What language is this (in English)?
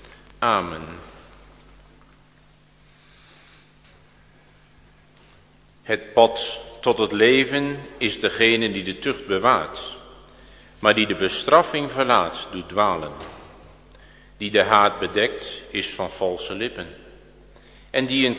Dutch